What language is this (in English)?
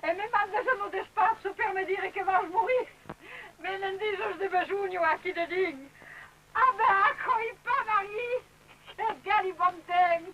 Occitan